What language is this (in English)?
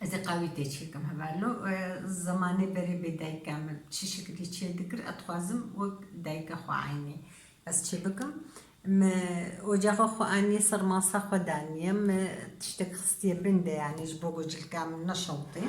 Kurdish